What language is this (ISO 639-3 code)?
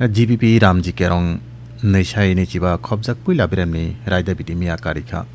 trp